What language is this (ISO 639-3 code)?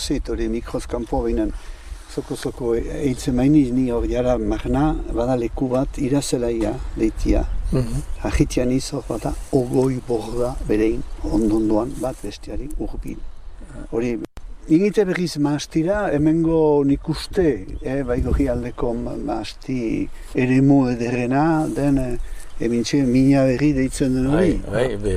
eus